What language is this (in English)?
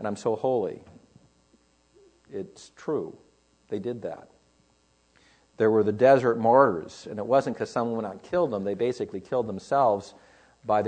English